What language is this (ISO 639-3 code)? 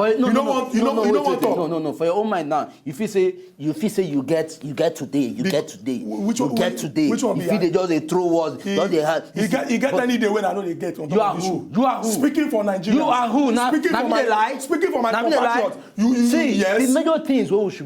pcm